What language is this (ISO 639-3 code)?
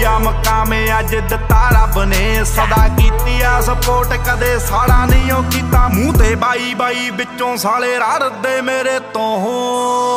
pan